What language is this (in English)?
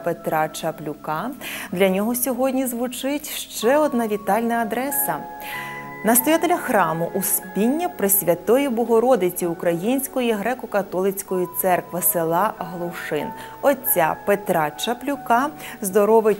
Ukrainian